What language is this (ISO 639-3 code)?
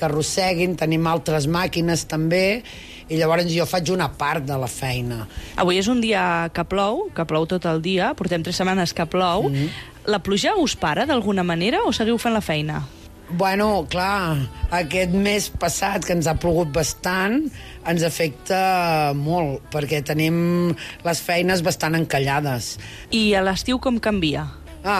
cat